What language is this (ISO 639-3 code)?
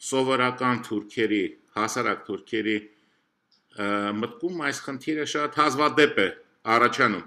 hye